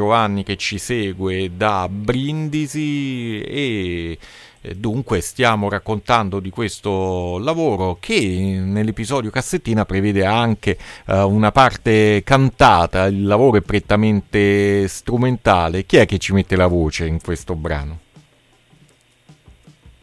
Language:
Italian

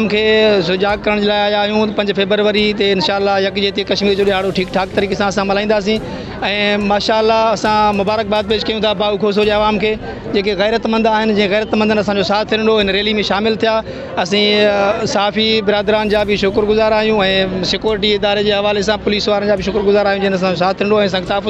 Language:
Sindhi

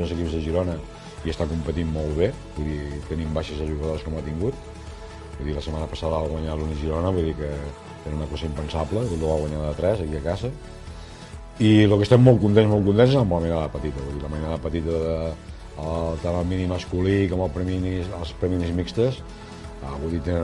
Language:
Catalan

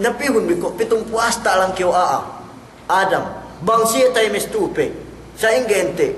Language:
Yakan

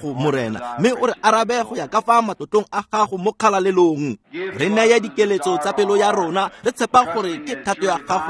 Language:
Tswana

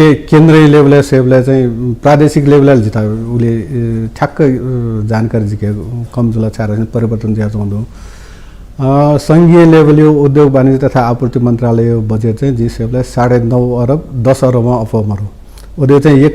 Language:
Newari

